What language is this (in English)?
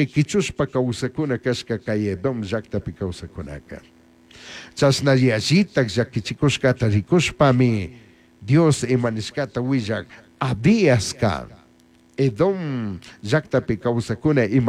Chimborazo Highland Quichua